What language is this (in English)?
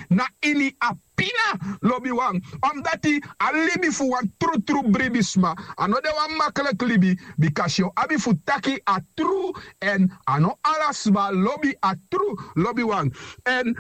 Sranan Tongo